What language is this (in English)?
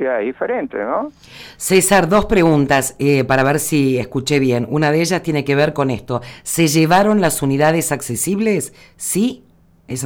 Spanish